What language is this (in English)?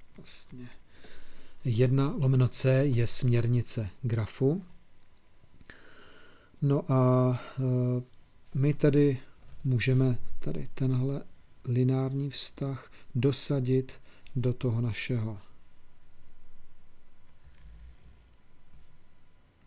Czech